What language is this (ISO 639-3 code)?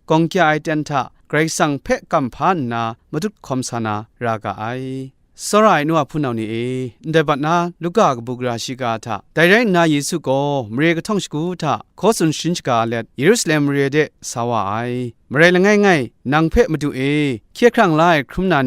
kac